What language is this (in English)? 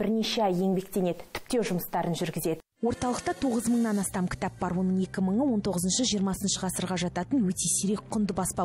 Kazakh